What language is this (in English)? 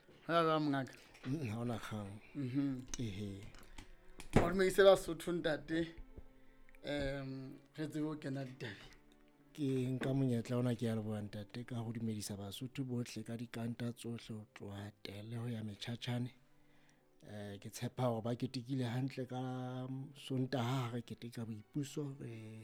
Southern Sotho